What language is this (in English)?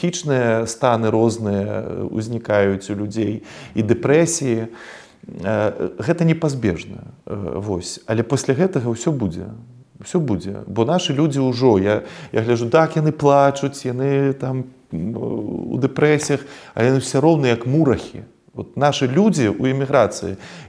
Belarusian